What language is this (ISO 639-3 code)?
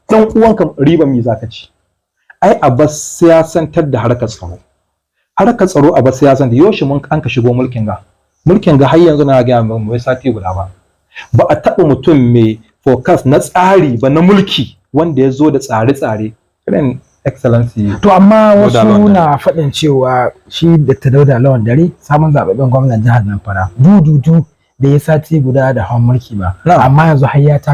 hau